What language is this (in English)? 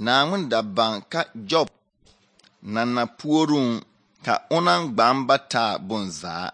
Southern Dagaare